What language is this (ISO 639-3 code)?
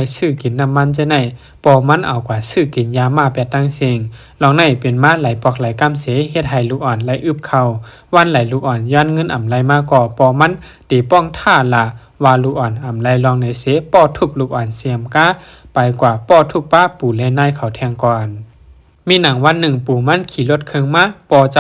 shn